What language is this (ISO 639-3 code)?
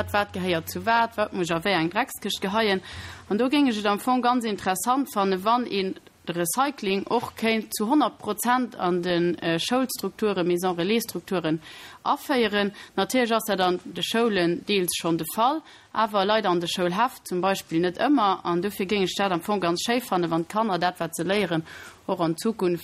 ltz